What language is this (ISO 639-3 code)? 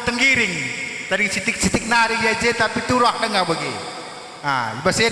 btx